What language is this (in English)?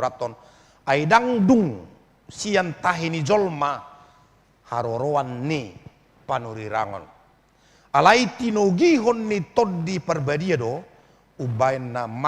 Batak Toba